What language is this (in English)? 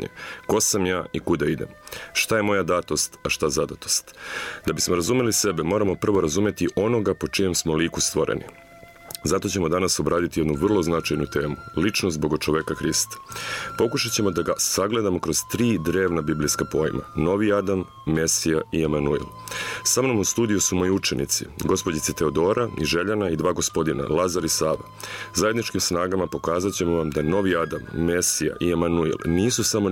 Serbian